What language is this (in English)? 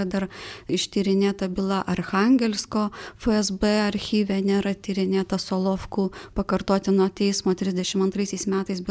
Lithuanian